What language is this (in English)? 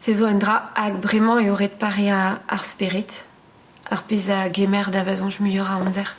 Breton